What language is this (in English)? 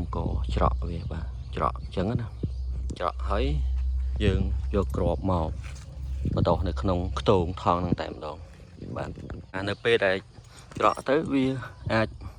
Khmer